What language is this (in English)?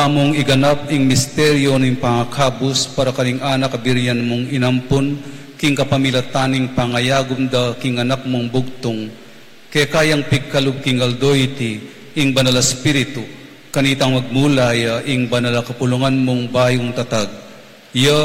Pampanga